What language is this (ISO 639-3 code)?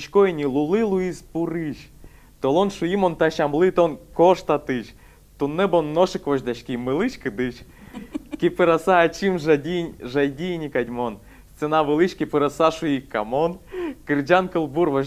udm